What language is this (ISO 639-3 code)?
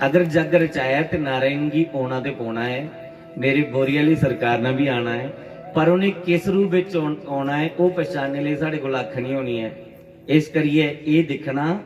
doi